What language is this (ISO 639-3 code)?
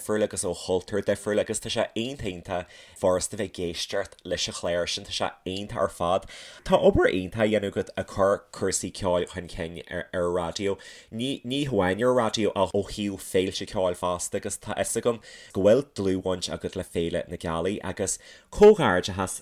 gle